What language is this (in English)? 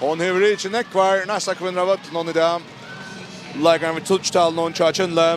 Faroese